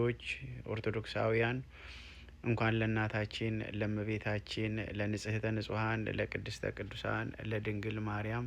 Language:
Amharic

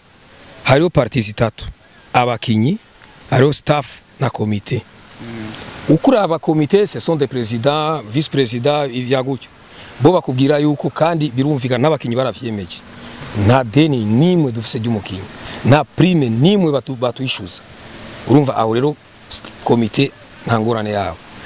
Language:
Rundi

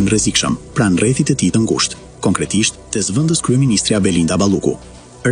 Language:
Albanian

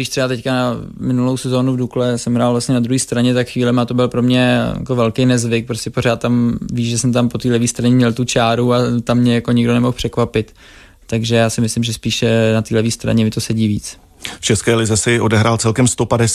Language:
Czech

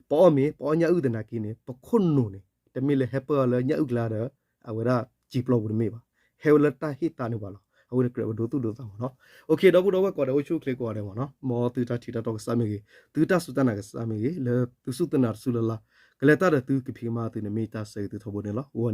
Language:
S'gaw Karen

